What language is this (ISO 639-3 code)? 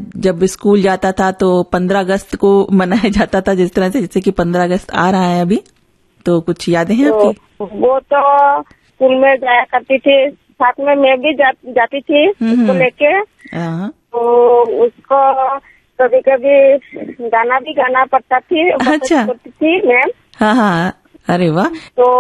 hin